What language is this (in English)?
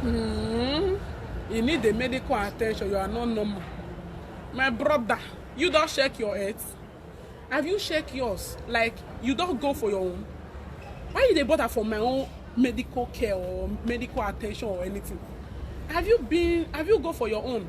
Nigerian Pidgin